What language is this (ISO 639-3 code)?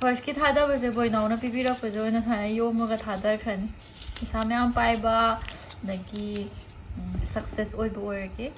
mni